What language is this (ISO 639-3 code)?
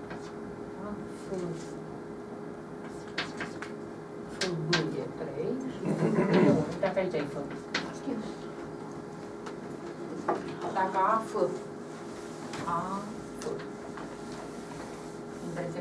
ron